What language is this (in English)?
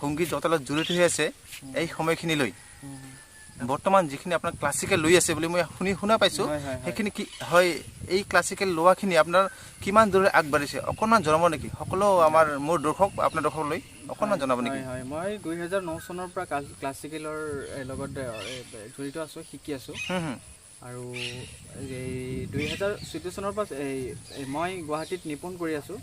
Assamese